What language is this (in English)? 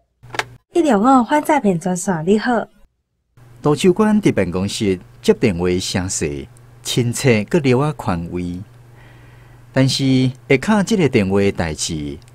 Min Nan Chinese